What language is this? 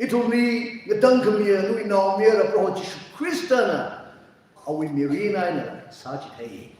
Tangkhul Naga (India)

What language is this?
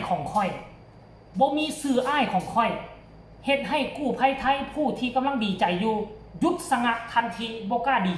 Northeastern Thai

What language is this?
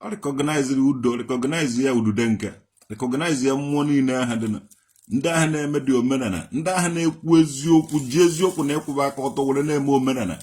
Igbo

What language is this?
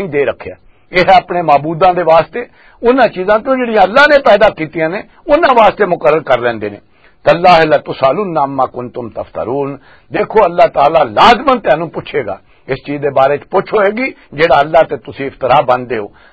Western Panjabi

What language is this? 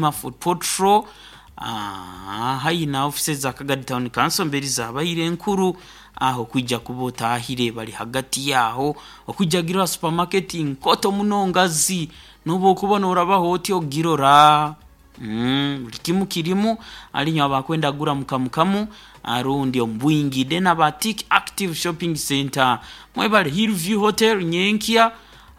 Nyoro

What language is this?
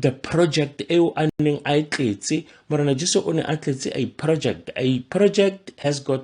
Tswana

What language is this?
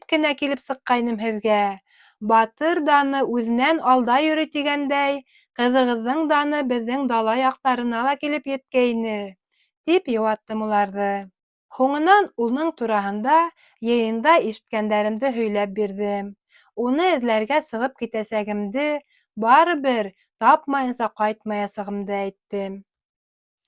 Bashkir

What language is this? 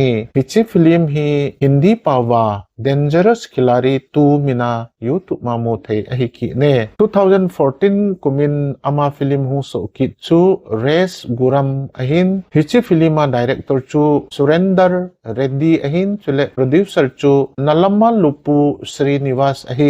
Thado Chin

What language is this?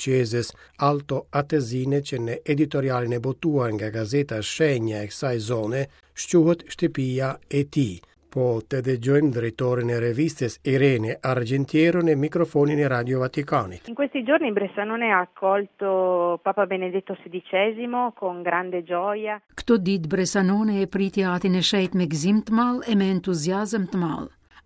Albanian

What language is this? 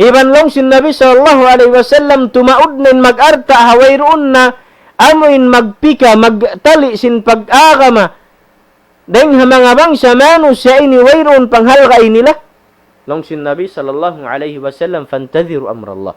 Tausug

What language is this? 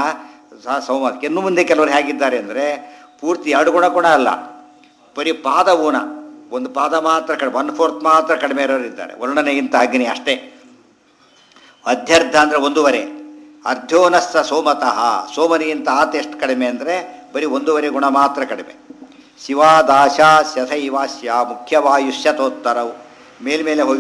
Kannada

